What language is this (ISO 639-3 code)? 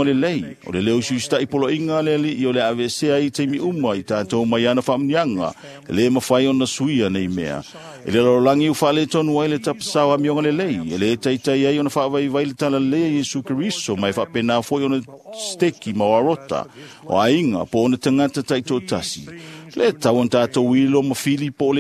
smo